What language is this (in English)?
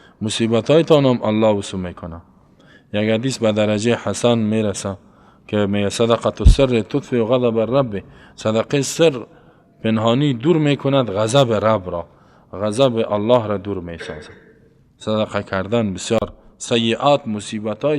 Persian